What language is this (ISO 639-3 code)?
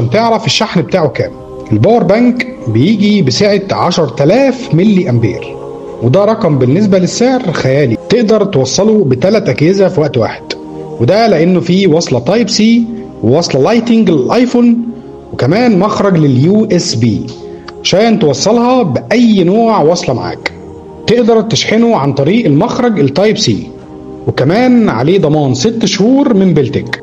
arz